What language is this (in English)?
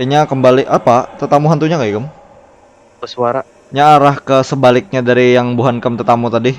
Banjar